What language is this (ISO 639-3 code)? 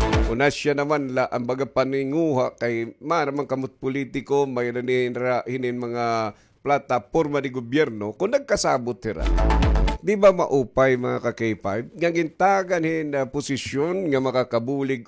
war